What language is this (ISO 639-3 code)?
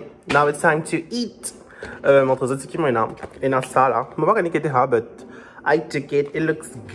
mfe